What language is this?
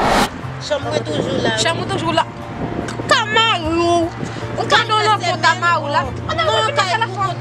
Haitian Creole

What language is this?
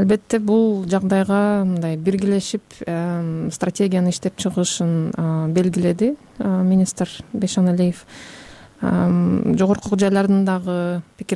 Kyrgyz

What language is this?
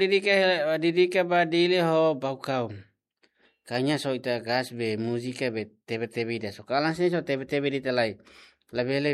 Tetum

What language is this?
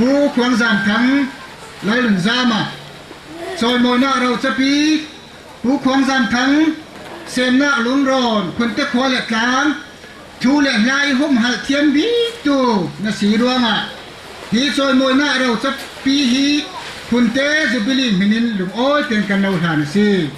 Falam Chin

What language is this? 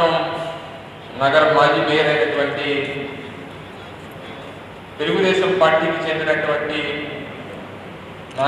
Telugu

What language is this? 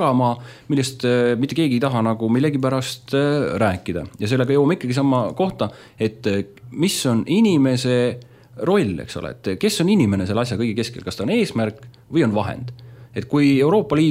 Estonian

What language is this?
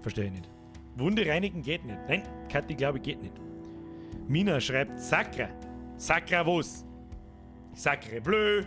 Bavarian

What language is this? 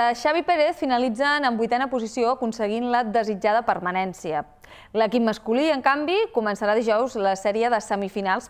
Catalan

